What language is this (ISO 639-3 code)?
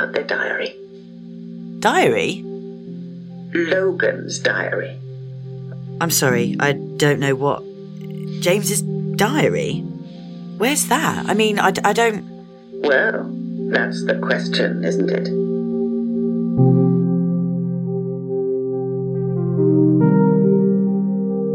eng